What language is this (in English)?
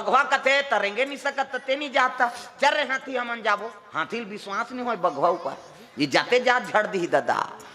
Chhattisgarhi